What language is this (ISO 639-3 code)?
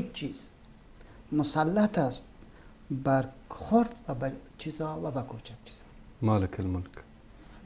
fas